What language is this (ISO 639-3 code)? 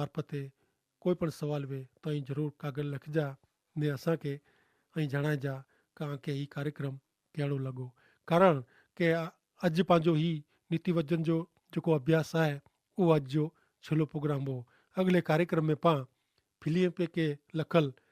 kfr